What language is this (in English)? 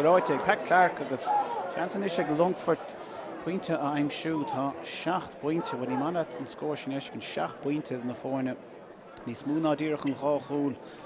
Irish